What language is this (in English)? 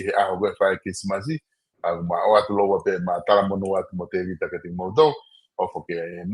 Tongan